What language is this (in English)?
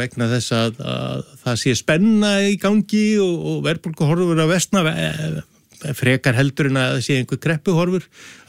Icelandic